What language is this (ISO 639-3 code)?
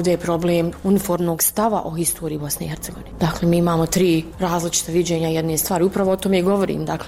bos